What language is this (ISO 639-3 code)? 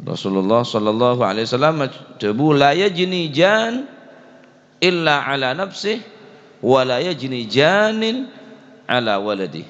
mad